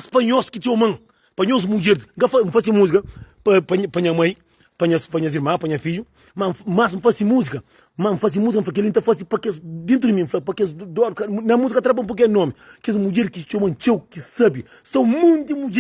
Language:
Kabuverdianu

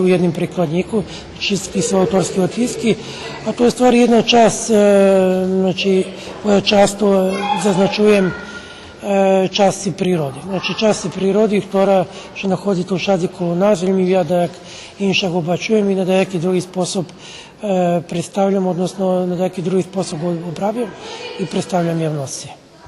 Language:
Rusyn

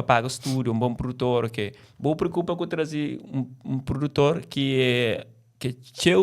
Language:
Kabuverdianu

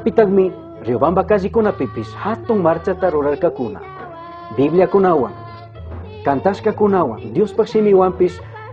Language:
Chimborazo Highland Quichua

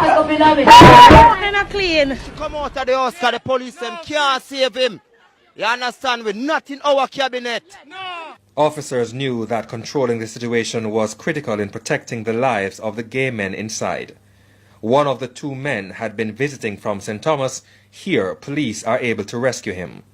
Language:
Jamaican Creole English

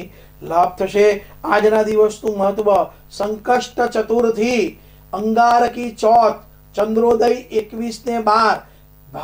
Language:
Gujarati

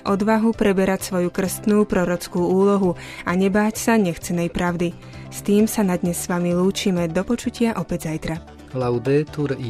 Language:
Slovak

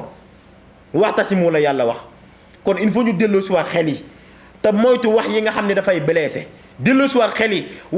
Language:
Wolof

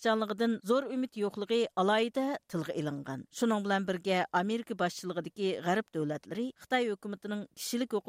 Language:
Uyghur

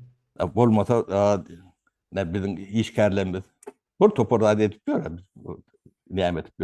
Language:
Turkmen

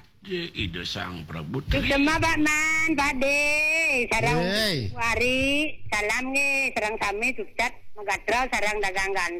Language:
Balinese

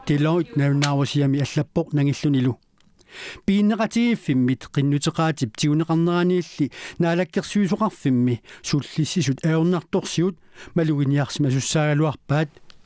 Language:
Kalaallisut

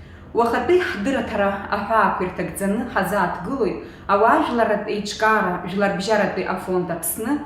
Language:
Abkhazian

